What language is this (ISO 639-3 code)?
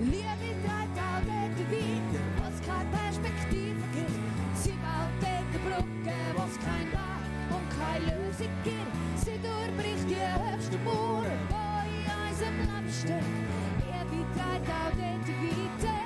gsw